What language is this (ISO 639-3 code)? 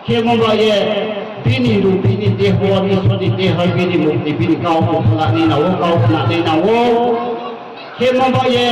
ria